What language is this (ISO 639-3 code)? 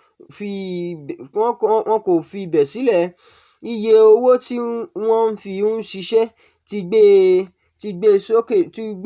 yor